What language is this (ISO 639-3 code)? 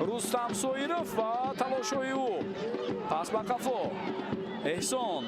tgk